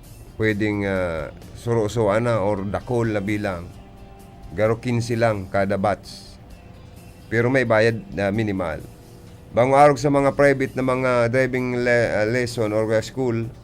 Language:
Bikol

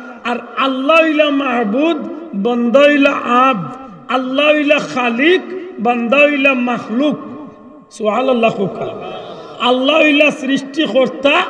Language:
Sylheti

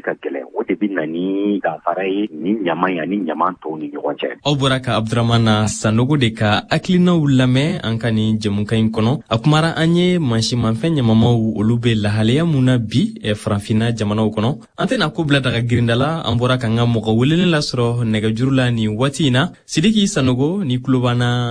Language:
Bambara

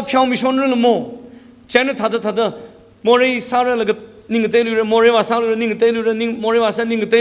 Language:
Tangkhul Naga (India)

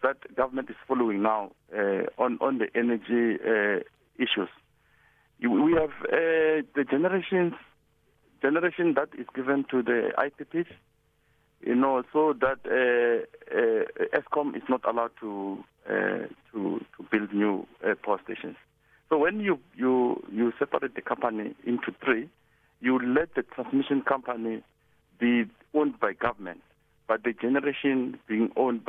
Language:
English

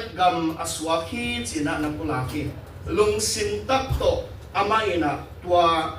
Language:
Tedim Chin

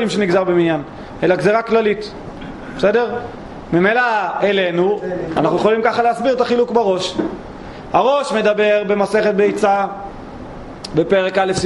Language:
Hebrew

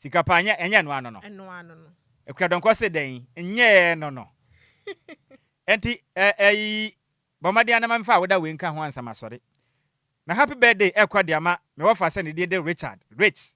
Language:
Akan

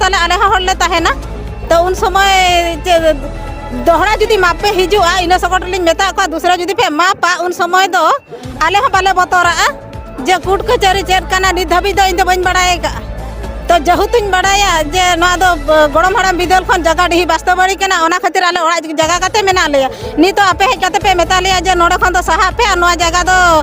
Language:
Santali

